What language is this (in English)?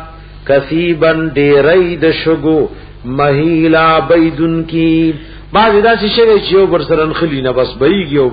Pashto